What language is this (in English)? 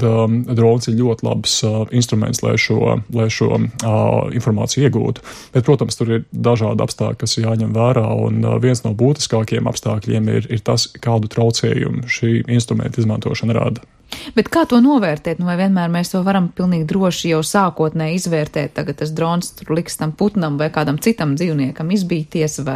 Latvian